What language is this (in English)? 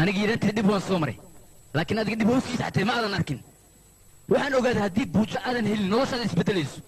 Somali